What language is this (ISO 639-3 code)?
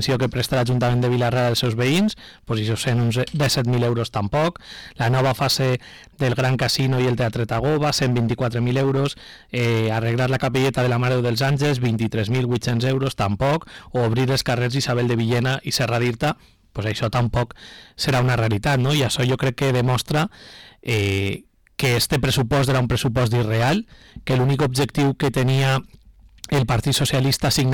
cat